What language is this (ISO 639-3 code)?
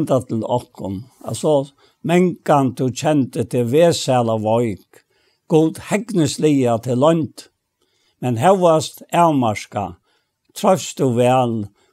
fao